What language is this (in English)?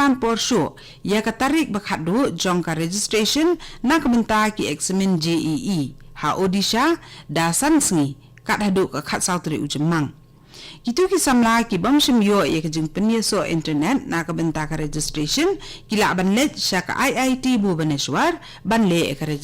Khasi